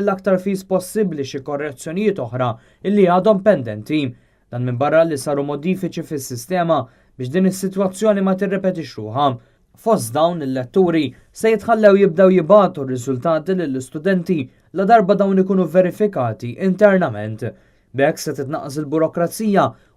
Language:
Maltese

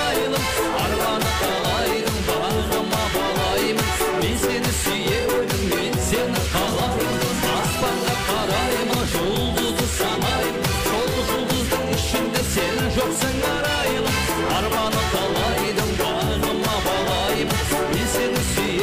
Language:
Kara-Kalpak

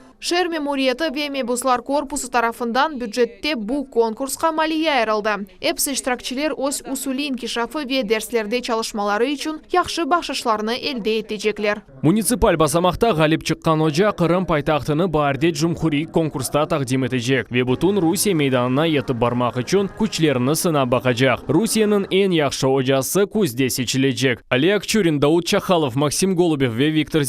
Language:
Crimean Tatar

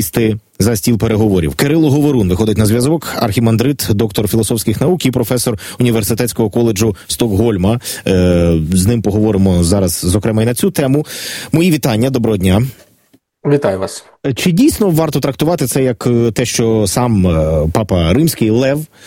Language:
Ukrainian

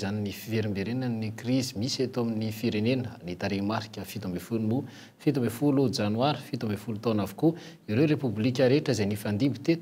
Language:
Malagasy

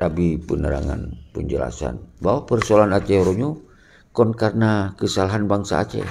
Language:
Achinese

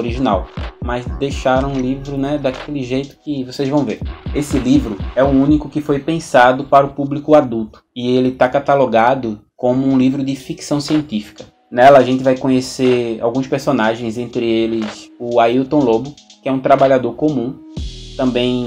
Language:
Portuguese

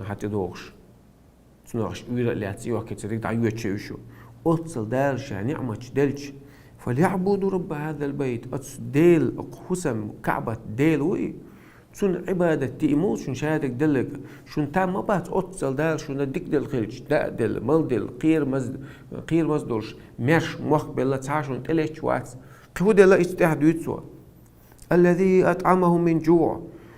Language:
Chechen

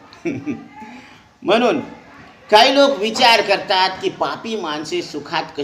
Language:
Marathi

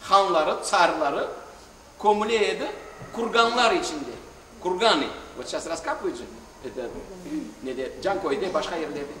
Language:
Crimean Tatar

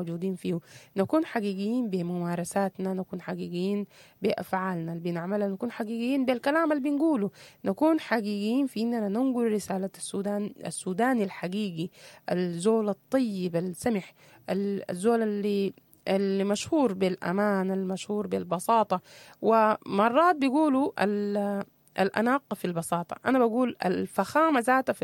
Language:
Sudanese Arabic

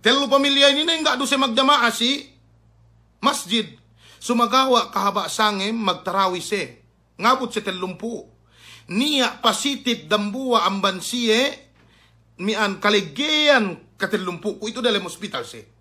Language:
Yakan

